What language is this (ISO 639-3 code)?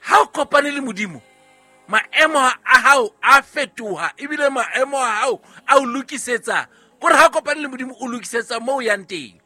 sot